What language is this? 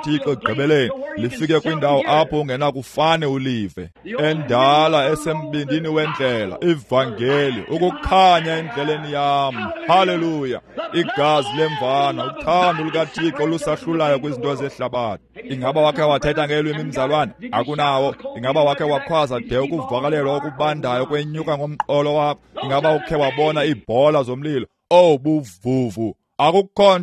Xhosa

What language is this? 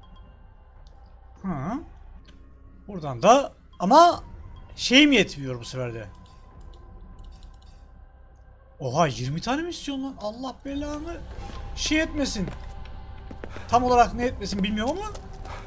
Turkish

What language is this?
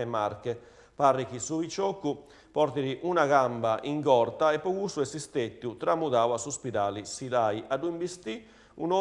Sardinian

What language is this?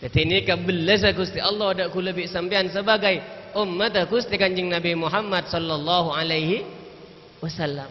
Madurese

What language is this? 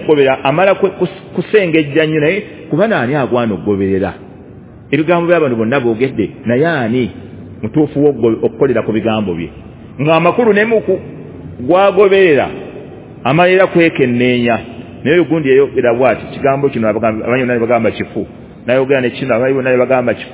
Ganda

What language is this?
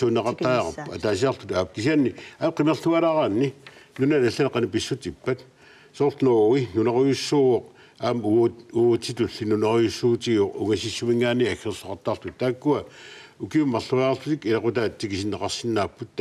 Kalaallisut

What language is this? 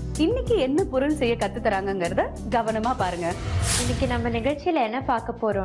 Tamil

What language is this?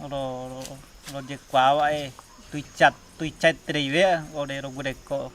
Mbyá Guaraní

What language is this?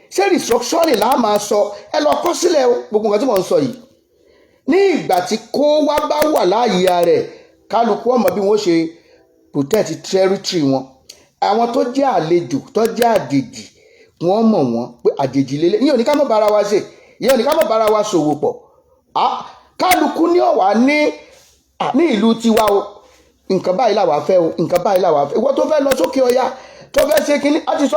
Yoruba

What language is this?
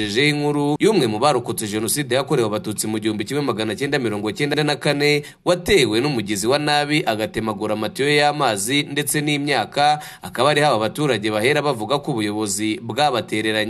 Kinyarwanda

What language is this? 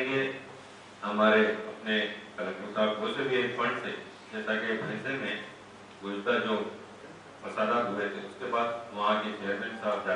Urdu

